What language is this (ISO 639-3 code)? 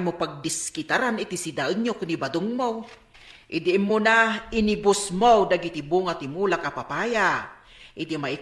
ilo